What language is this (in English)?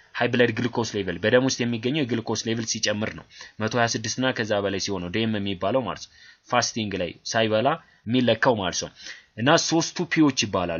Amharic